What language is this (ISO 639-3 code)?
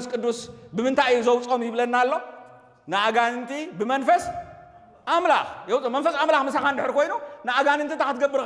tir